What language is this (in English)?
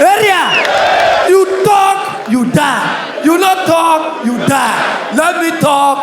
Nigerian Pidgin